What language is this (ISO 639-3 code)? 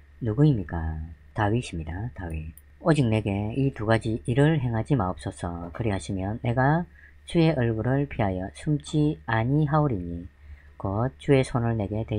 kor